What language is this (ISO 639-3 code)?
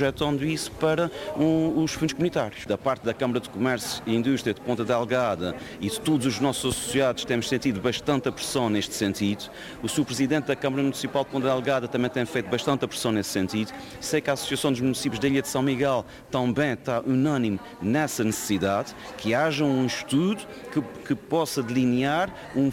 por